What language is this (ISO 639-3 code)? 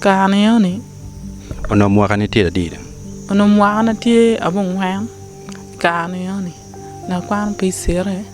ach